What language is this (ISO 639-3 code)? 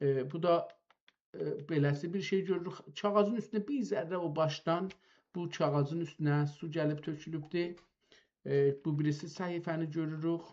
azb